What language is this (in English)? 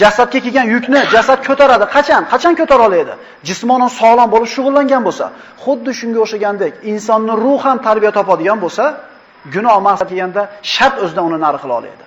Uzbek